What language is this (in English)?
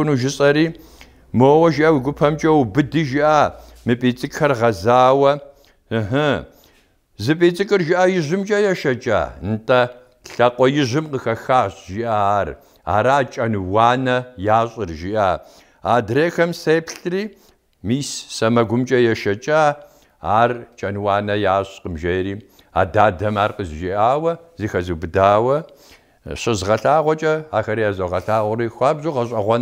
Kabardian